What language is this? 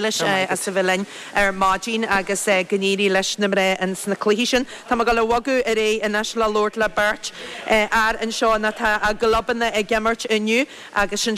Irish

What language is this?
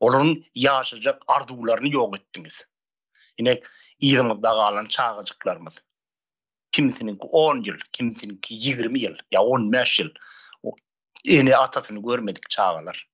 Turkmen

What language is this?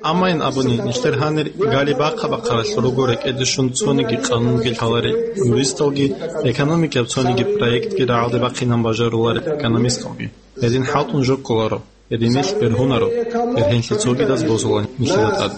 Avaric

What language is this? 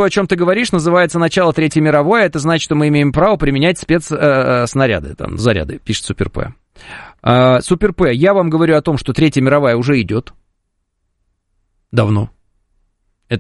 Russian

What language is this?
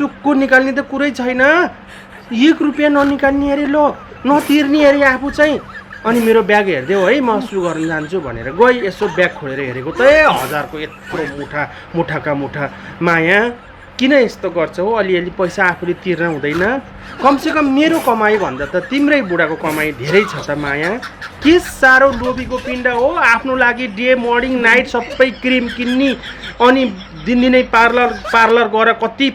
Nepali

